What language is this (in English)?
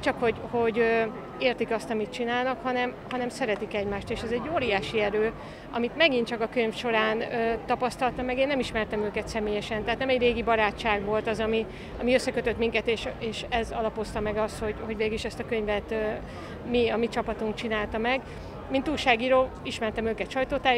Hungarian